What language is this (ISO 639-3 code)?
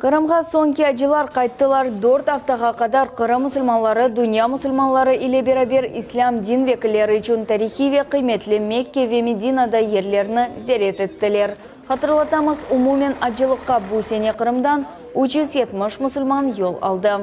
crh